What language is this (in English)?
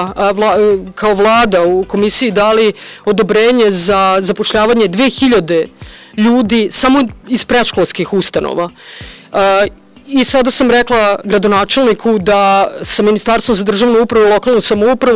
Serbian